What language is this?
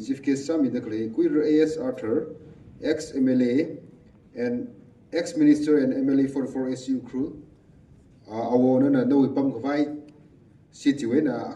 Tangkhul Naga (India)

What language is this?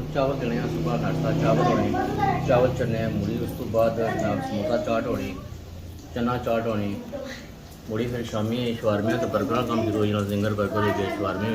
Pahari-Potwari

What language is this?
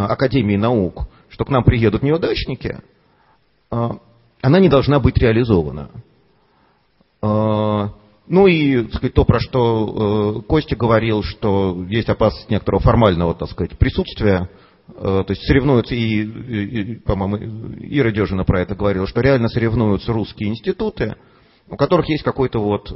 Russian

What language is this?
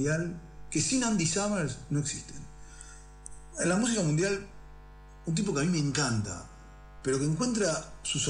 Spanish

